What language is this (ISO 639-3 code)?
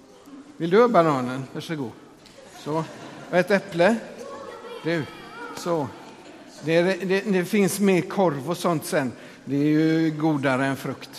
swe